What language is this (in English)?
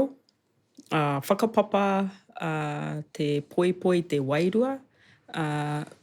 Māori